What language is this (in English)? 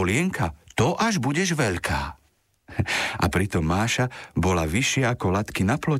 Slovak